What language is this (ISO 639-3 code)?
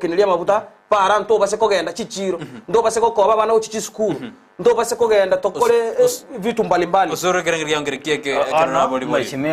guz